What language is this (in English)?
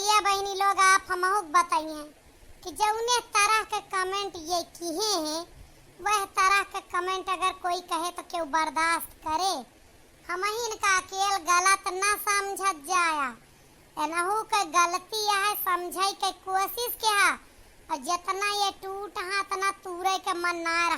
Awadhi